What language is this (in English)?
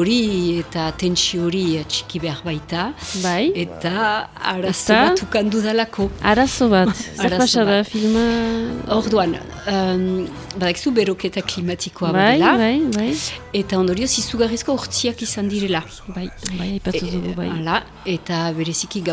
Basque